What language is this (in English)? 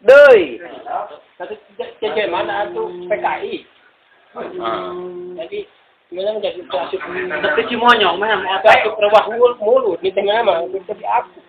Sundanese